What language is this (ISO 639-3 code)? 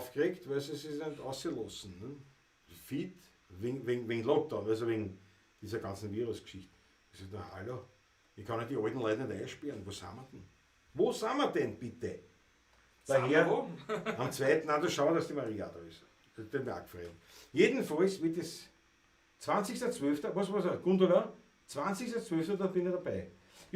bar